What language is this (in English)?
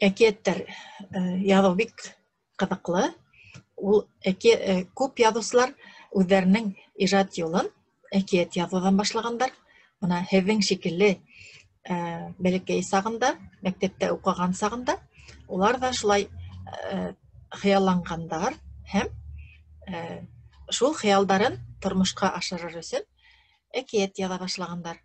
Bashkir